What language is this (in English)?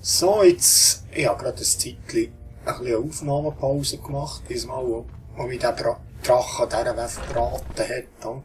Swiss German